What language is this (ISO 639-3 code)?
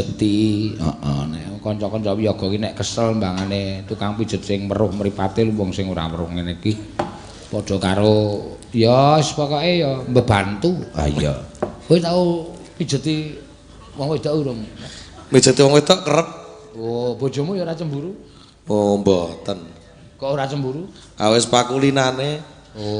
jav